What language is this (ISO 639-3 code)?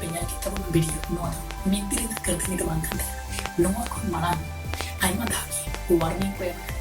sat